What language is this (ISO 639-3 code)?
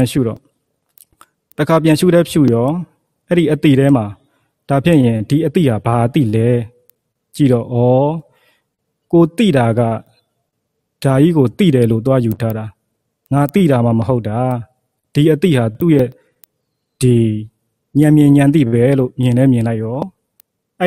mya